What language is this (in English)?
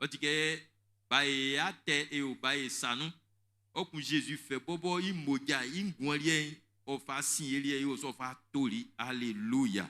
Baoulé